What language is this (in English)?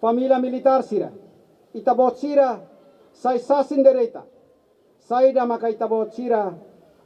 Tetum